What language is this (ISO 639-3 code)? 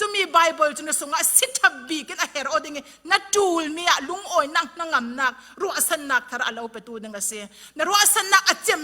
cfm